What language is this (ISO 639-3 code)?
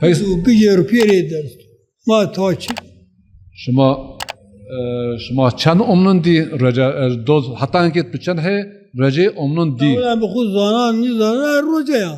zza